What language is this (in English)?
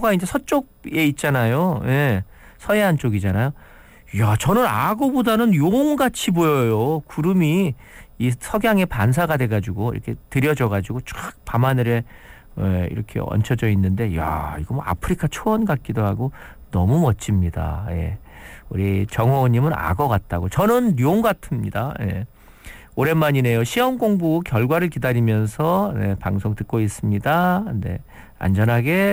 Korean